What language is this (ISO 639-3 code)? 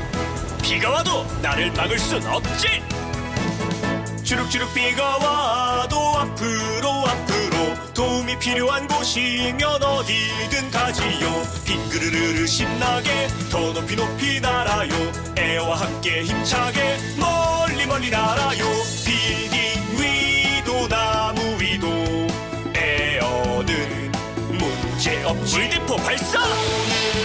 kor